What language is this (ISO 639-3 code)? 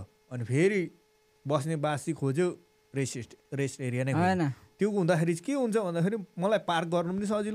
nep